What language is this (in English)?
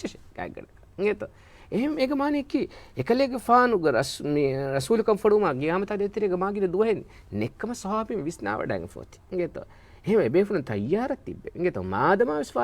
Divehi